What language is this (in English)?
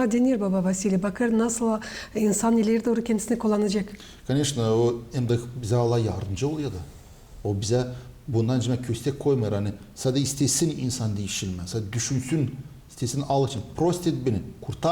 Gagauz